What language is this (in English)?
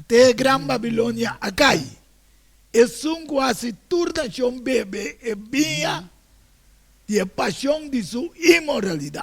Papiamento